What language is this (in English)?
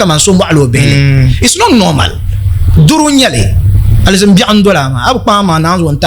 Dagbani